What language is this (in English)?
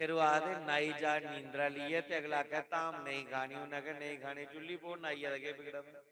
Dogri